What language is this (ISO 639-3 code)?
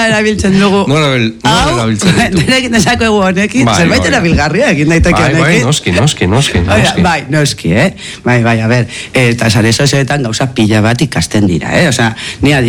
eus